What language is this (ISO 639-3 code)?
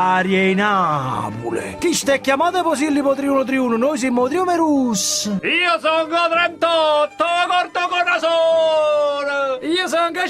nap